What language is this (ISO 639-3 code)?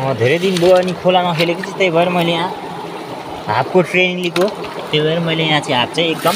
nep